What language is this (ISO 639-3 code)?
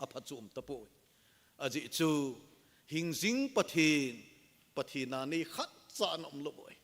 tcz